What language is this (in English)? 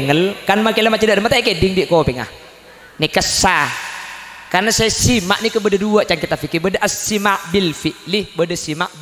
Madurese